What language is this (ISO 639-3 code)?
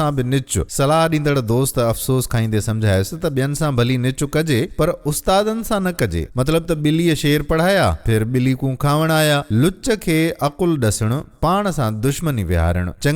snd